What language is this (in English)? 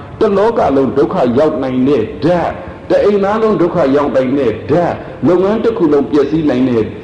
Burmese